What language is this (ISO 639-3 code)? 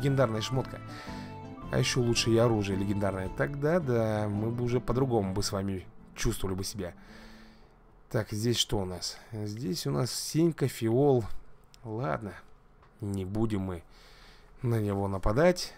rus